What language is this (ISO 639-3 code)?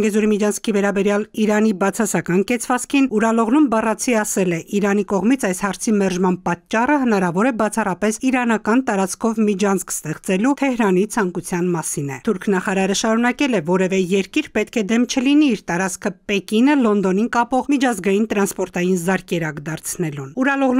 hye